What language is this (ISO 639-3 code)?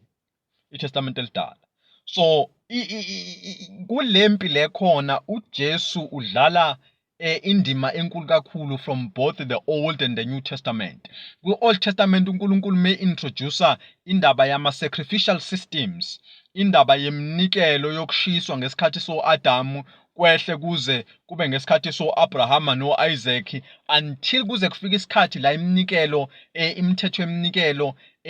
zul